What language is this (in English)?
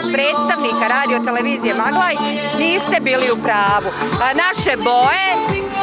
Bosnian